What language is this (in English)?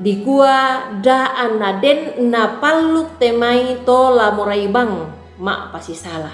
Toraja-Sa'dan